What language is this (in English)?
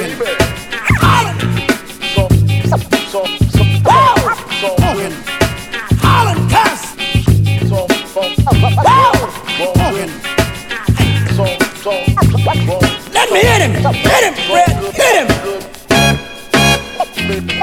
English